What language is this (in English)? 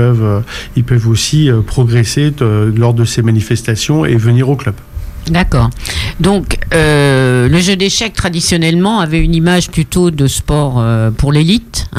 French